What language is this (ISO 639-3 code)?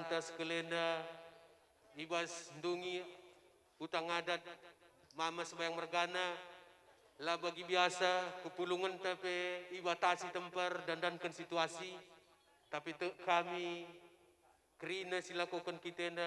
btx